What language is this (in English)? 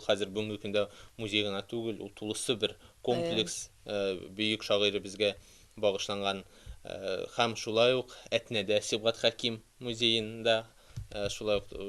Tatar